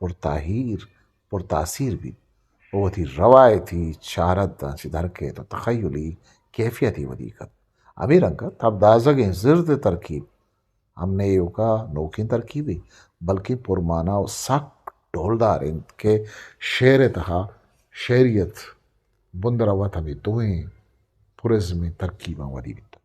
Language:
Eastern Balochi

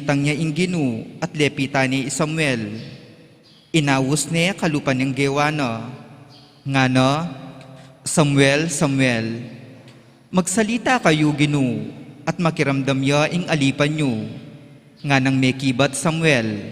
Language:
Pampanga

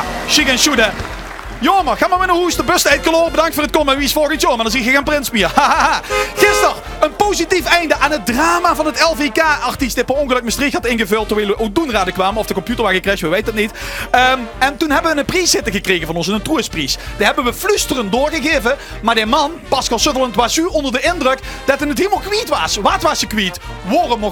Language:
Limburgish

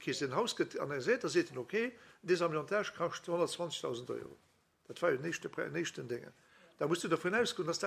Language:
Luxembourgish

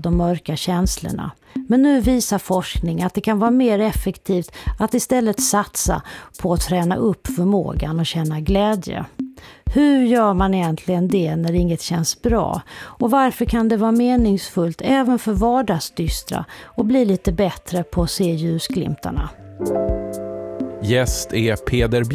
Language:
Swedish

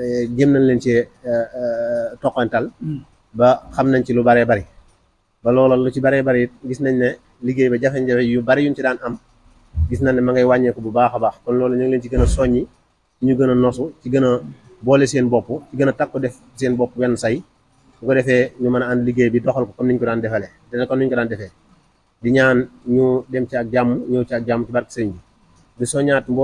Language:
Wolof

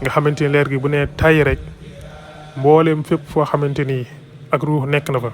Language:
Wolof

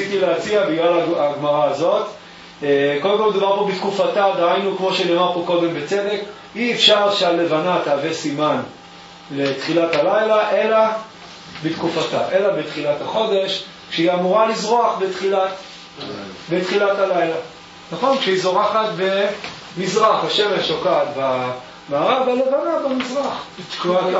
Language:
Hebrew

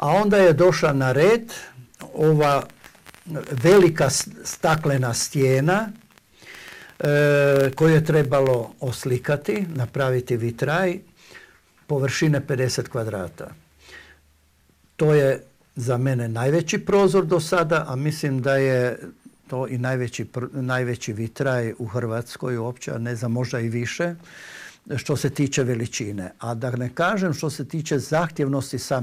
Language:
Croatian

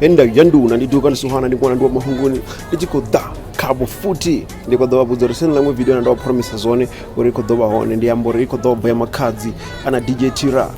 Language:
Venda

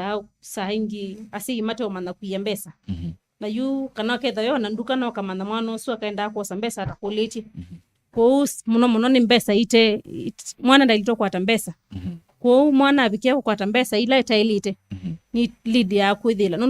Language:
Kamba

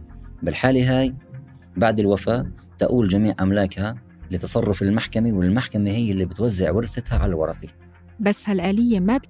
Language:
North Levantine Arabic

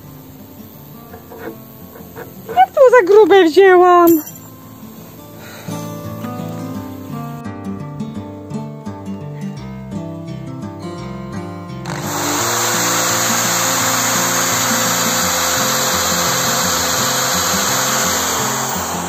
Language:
Polish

